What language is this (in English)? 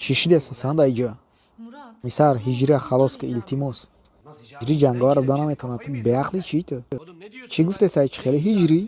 Tajik